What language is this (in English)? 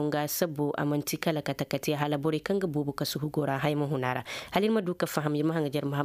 Koyraboro Senni